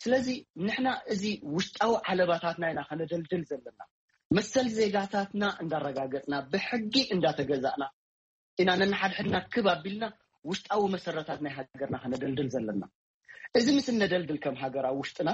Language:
Tigrinya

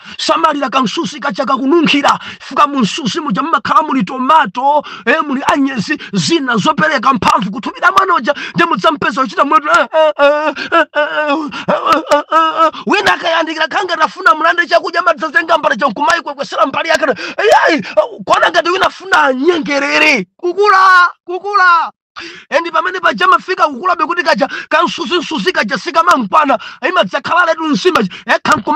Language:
Nyanja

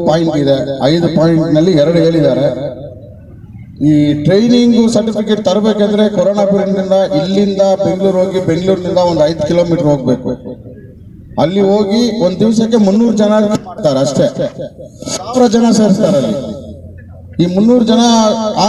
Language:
Kannada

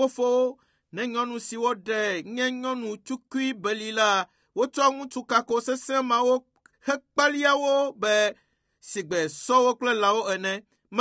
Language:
Ewe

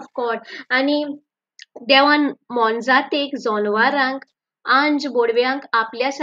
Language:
Konkani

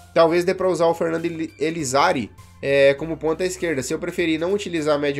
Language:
Portuguese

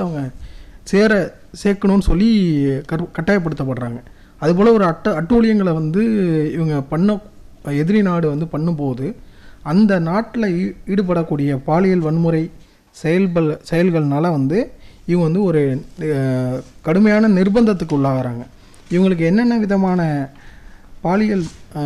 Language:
Tamil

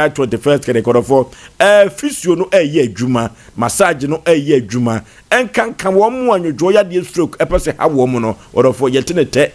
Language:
Akan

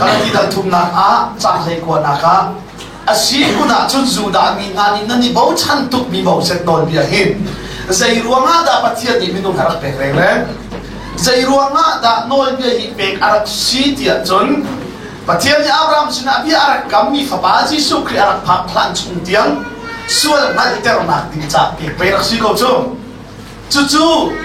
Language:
Hakha Chin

